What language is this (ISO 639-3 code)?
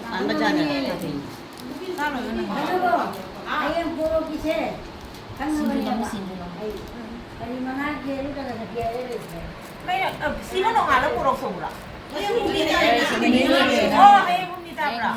mni